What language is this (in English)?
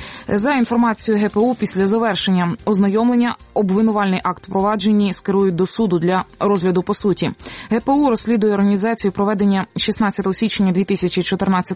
Ukrainian